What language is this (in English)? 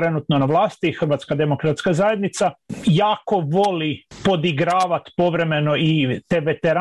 Croatian